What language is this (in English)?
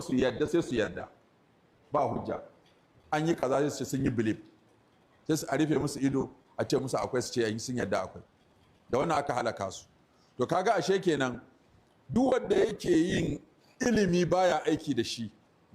Hausa